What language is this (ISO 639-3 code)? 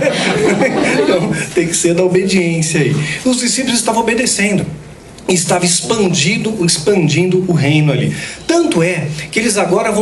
por